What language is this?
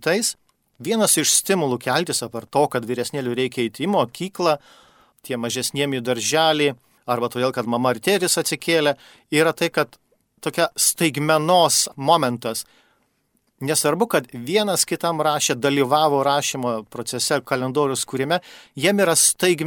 Lithuanian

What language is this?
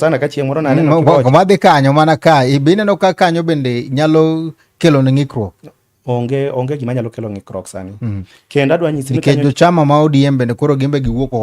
Luo (Kenya and Tanzania)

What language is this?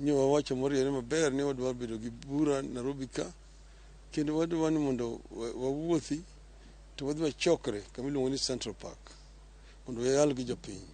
Luo (Kenya and Tanzania)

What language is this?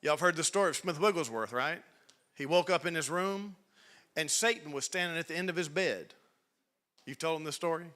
English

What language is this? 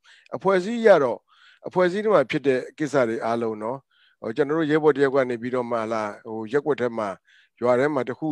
Burmese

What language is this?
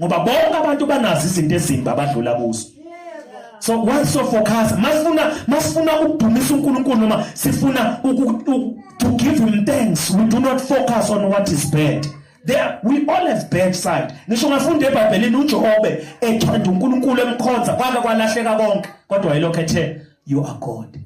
Zulu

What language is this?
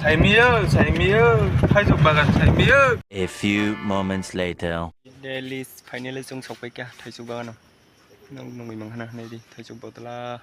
Kok Borok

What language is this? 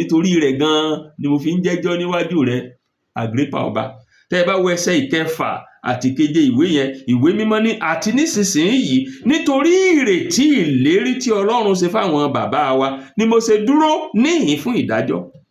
Yoruba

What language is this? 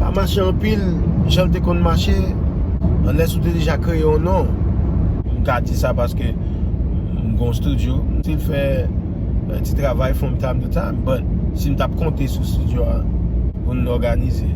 Haitian Creole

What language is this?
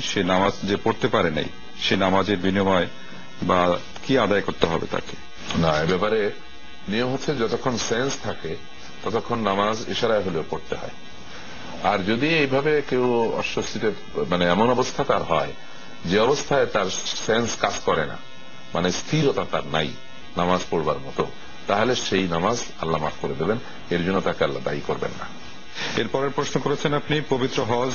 Bangla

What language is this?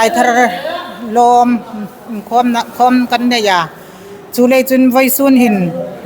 Hmar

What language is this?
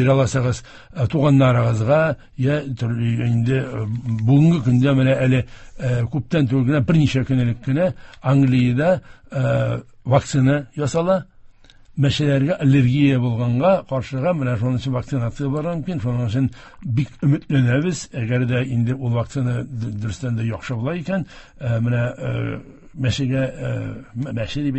Tatar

